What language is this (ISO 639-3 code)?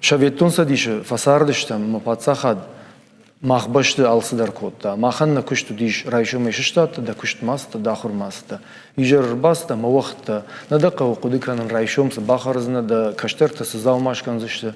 oss